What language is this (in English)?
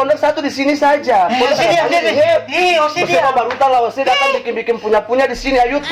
Ambonese Malay